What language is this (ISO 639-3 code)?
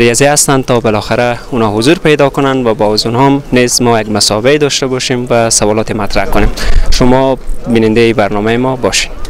fas